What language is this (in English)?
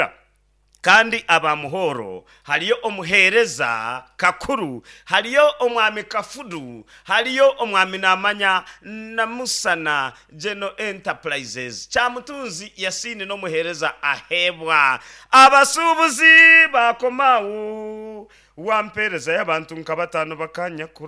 Nyankole